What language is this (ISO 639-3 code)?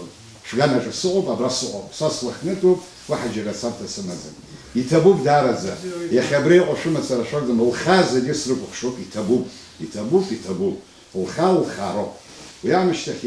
abk